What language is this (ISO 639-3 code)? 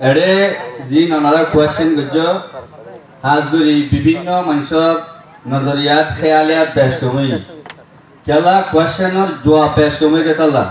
rhg